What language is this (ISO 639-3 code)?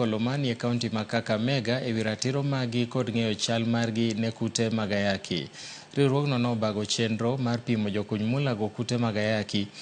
luo